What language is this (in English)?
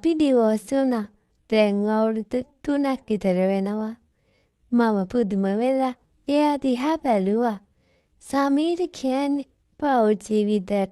Sinhala